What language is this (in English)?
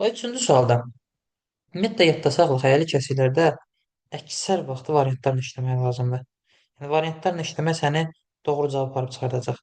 Azerbaijani